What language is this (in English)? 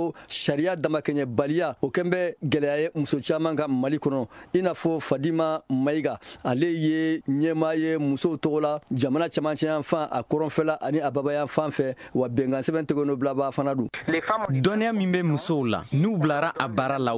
Bambara